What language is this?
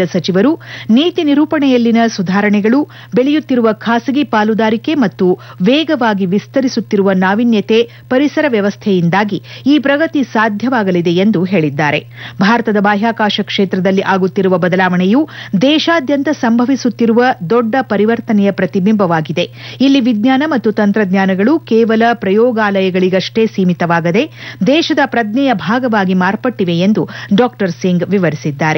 Kannada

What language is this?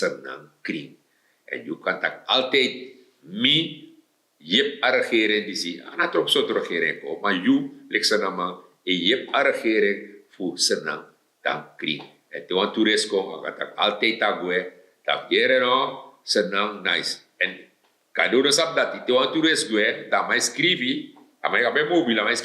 Sranan Tongo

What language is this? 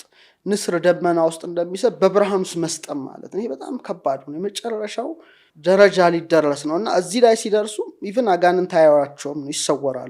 Amharic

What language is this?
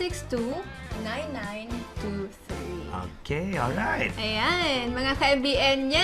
Bikol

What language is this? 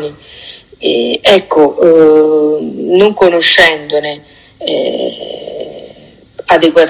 Italian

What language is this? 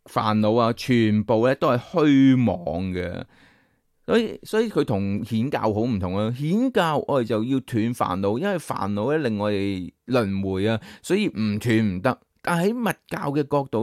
Cantonese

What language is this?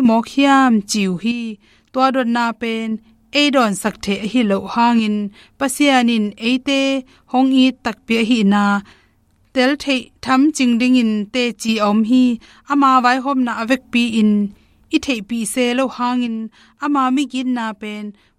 Tedim Chin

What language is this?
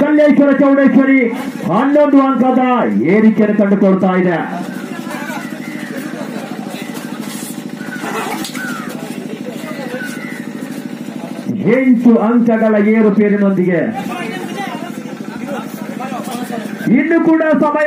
Kannada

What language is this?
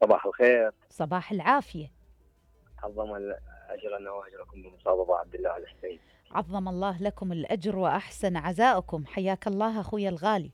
Mesopotamian Arabic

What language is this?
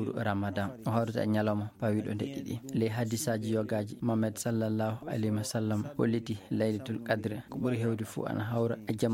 Fula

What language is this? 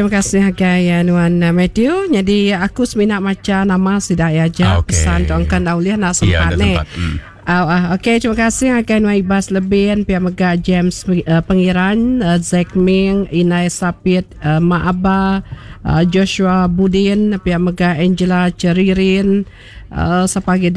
Iban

